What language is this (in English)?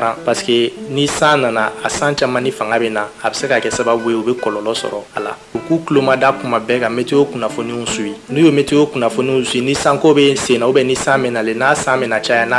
Bambara